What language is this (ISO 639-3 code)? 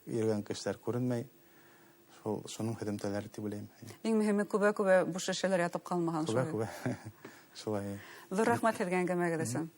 bak